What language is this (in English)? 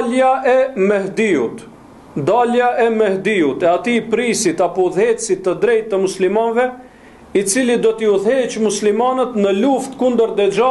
Albanian